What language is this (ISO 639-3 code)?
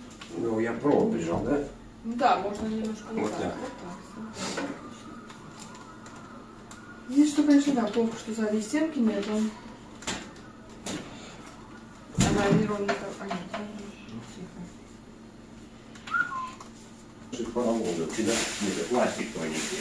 rus